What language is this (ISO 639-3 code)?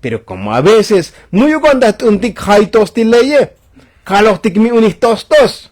tzo